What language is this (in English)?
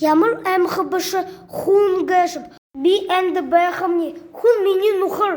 Buriat